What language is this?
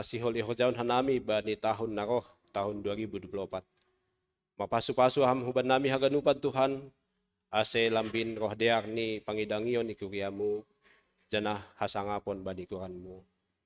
Batak Simalungun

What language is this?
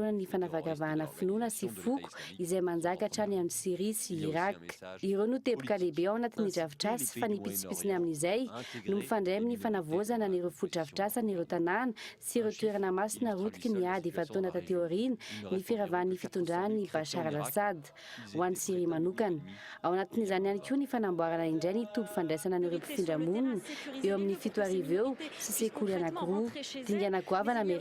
Malagasy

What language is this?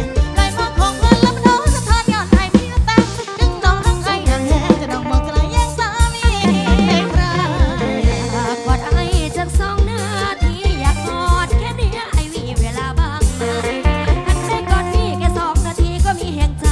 Thai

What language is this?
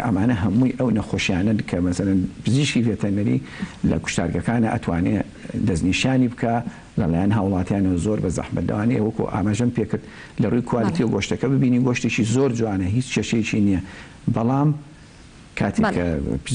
Central Kurdish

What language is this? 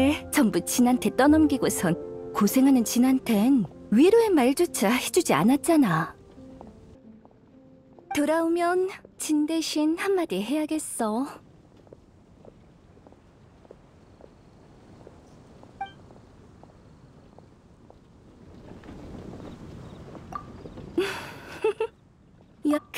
Korean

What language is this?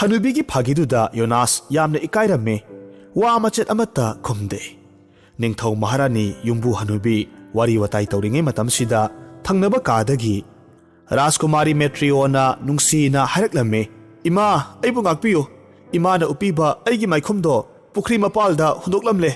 Manipuri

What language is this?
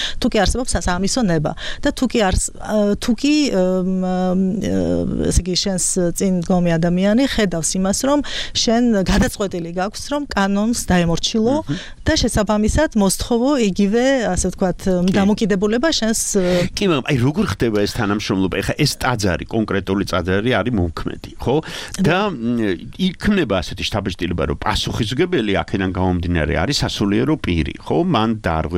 Georgian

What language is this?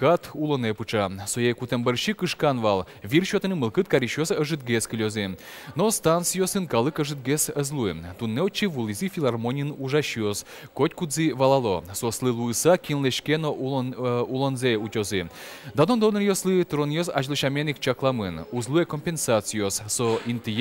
Udmurt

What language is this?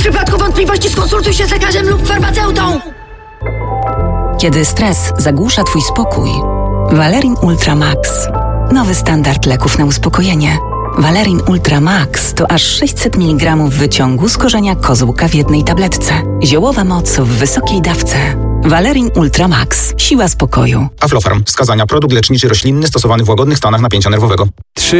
Polish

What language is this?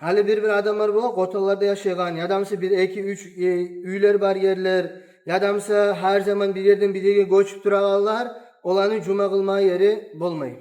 Kumyk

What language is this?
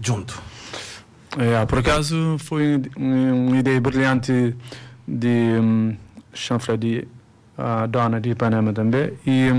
Kabuverdianu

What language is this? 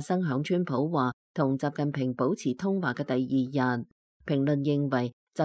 Cantonese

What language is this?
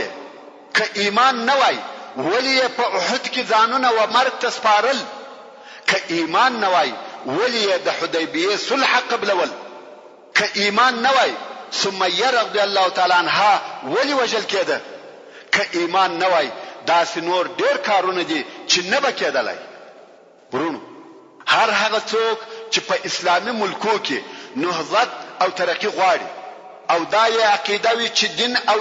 Pashto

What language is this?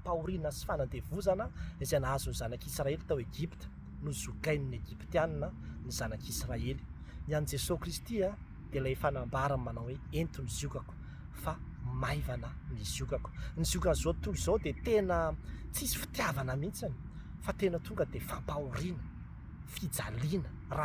Malagasy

